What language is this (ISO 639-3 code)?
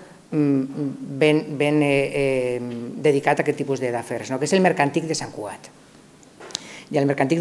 cat